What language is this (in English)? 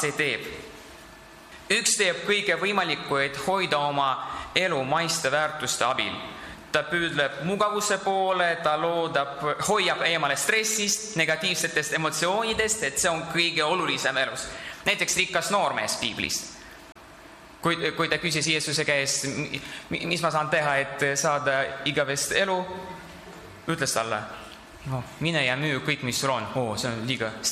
Estonian